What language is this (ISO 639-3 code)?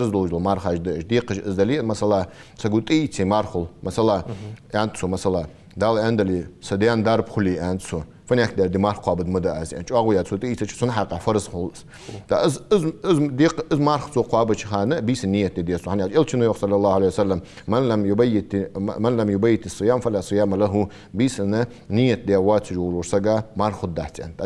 inh